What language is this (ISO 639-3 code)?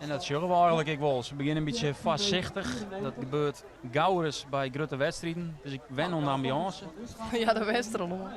fry